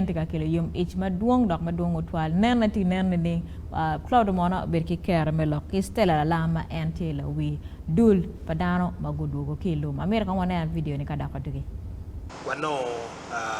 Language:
Acoli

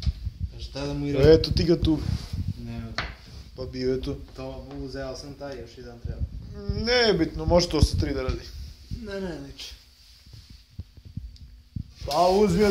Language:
Serbian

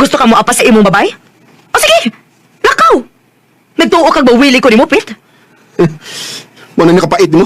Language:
Cebuano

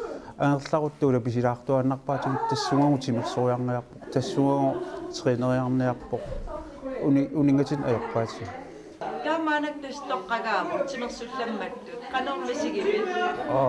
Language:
Kalaallisut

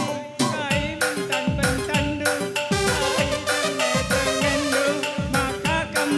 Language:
Batak Karo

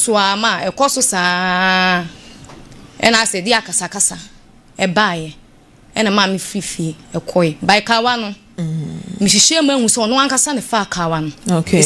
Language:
Akan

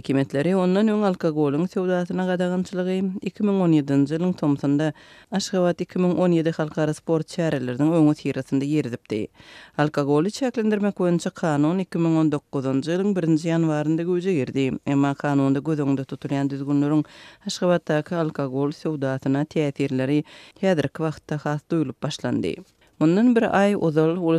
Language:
Turkmen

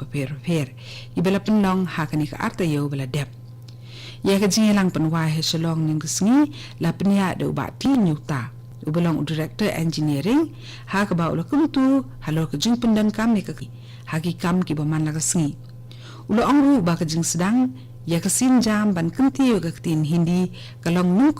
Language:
Khasi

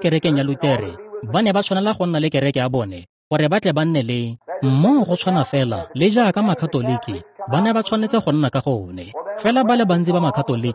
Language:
Tswana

